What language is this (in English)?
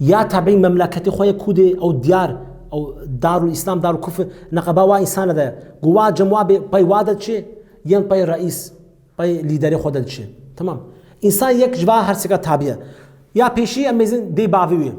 Kurdish